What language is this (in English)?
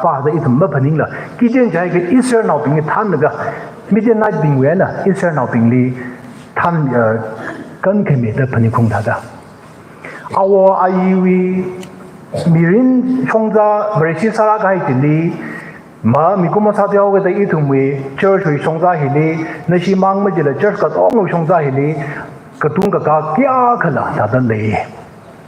Tangkhul Naga (India)